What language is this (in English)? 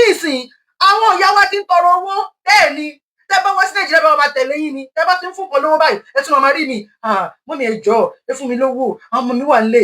Yoruba